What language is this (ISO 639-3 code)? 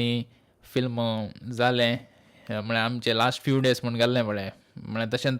kok